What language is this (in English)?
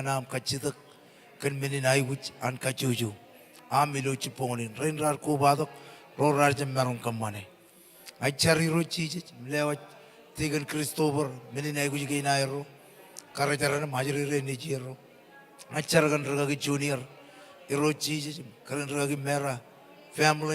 Marshallese